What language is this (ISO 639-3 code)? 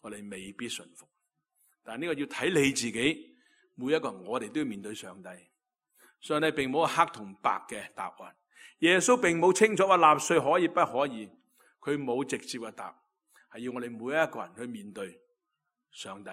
yue